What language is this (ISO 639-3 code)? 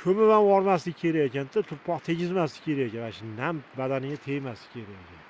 uzb